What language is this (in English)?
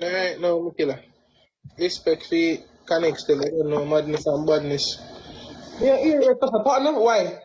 Jamaican Creole English